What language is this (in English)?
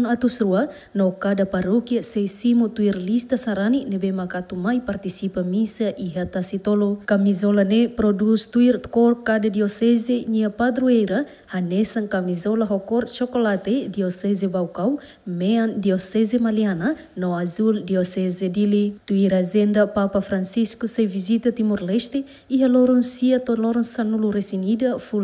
Tetum